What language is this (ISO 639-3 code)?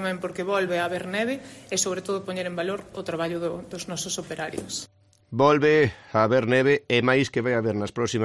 glg